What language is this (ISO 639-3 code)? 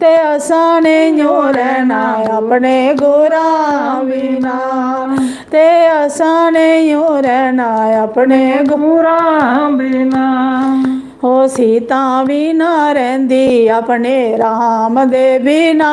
doi